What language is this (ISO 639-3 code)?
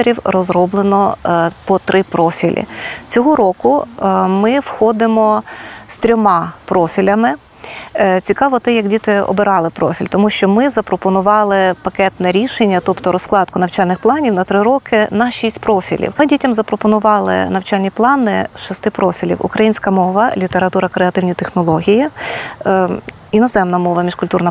ukr